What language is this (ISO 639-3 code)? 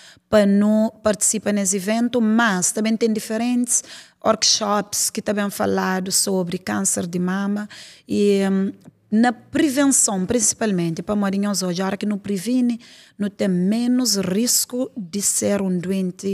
kea